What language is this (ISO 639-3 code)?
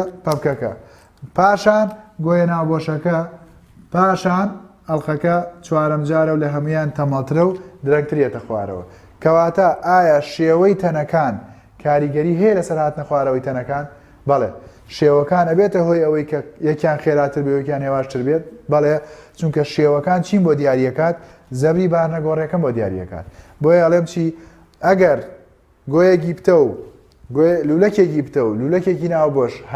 ckb